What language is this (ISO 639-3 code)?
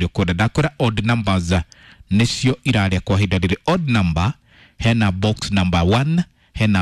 kik